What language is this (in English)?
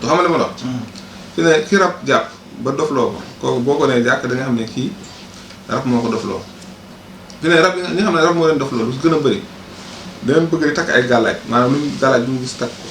Wolof